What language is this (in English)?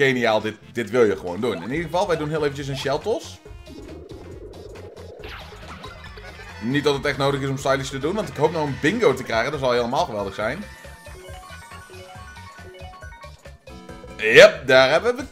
Dutch